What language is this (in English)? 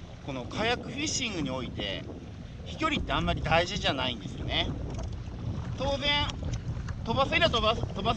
Japanese